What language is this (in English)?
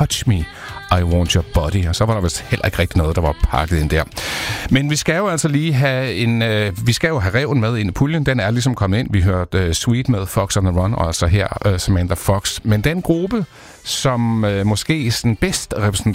Danish